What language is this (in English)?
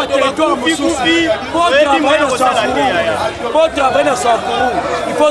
Lingala